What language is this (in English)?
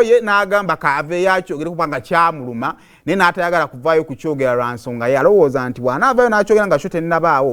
Ganda